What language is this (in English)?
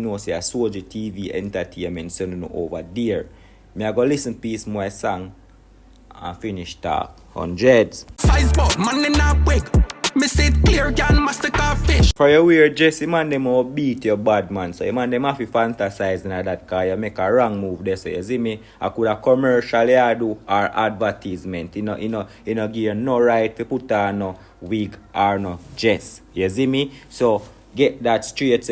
Jamaican Creole English